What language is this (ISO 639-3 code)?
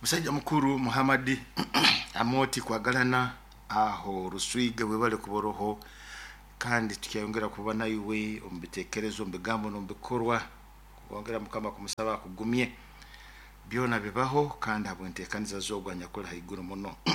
nyo